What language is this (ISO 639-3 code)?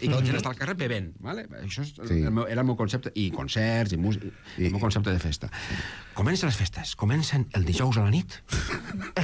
cat